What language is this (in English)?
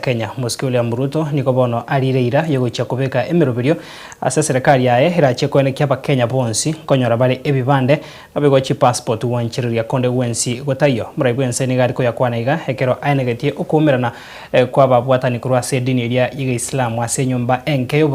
Gusii